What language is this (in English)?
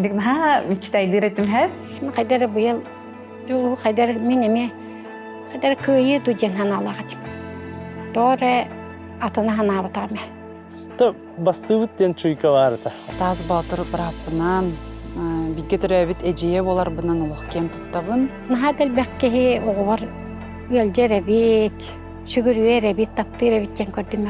Yakut